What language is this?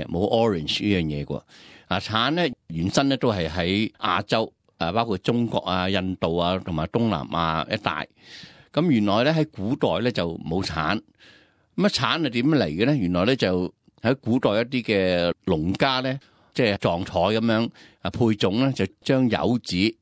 Cantonese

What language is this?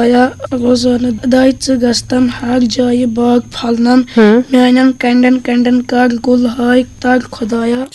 Kashmiri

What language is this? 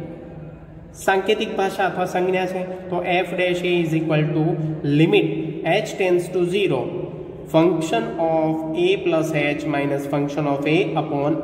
Gujarati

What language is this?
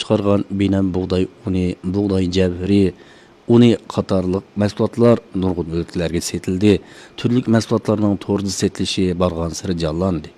Uyghur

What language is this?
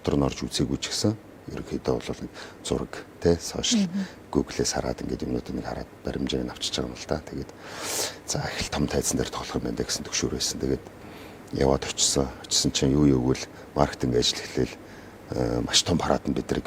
Mongolian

